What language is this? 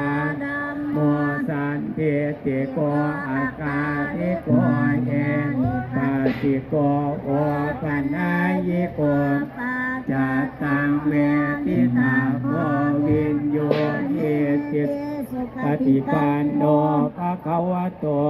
Pali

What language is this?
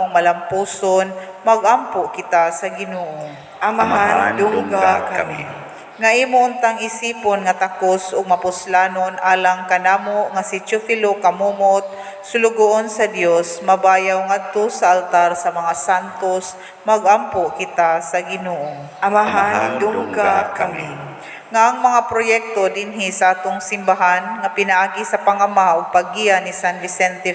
Cebuano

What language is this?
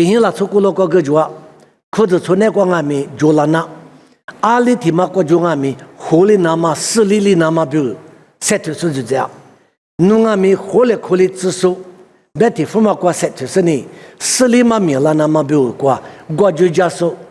Lisu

